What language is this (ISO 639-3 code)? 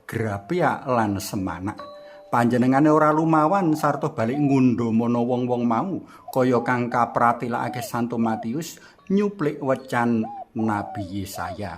jav